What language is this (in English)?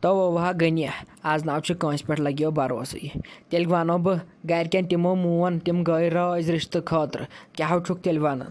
Kashmiri